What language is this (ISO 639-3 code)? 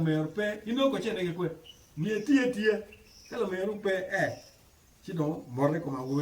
ach